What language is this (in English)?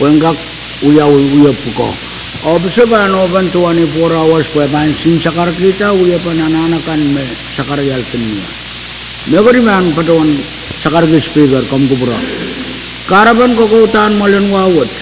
Pohnpeian